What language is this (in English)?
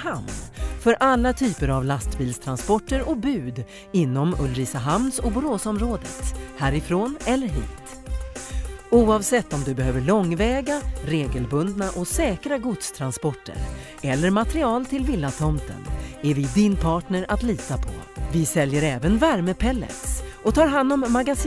Swedish